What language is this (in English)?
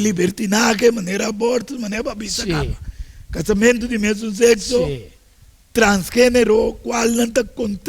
Papiamento